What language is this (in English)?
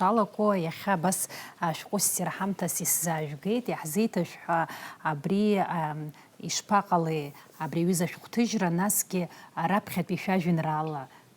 Abkhazian